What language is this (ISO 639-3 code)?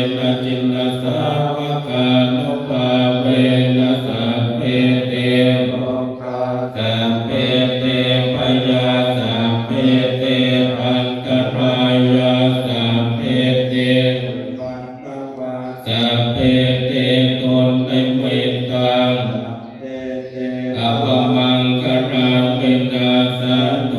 pli